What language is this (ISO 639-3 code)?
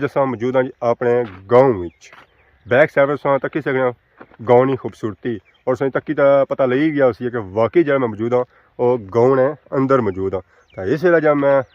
phr